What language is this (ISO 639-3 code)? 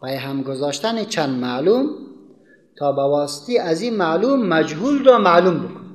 fas